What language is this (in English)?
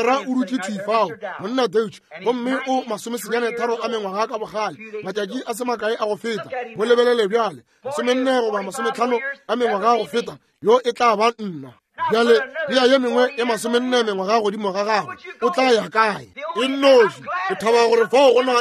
Northern Sotho